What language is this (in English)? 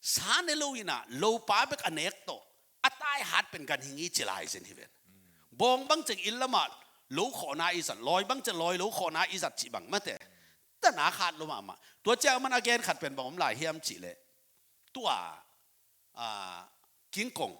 Tedim Chin